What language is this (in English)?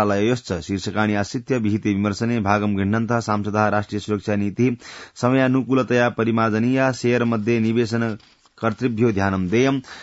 Sanskrit